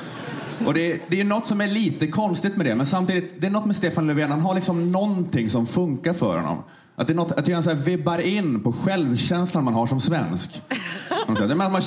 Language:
Swedish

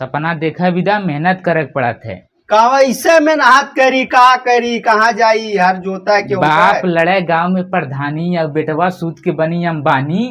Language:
Bhojpuri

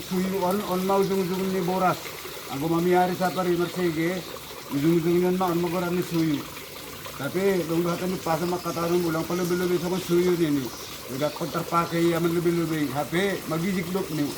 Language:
Batak Simalungun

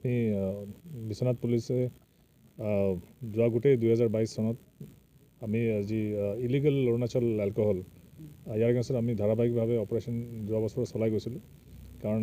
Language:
Assamese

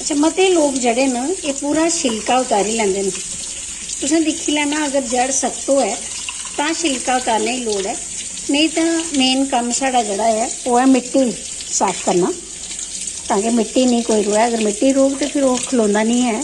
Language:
Dogri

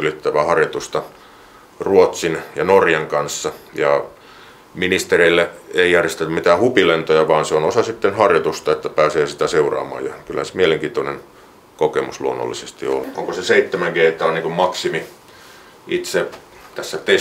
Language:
Finnish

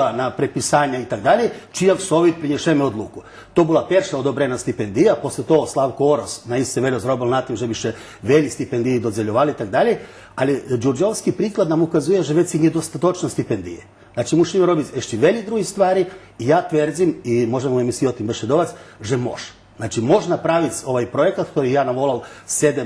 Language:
Rusyn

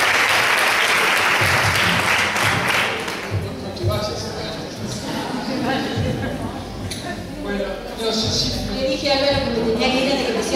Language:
Spanish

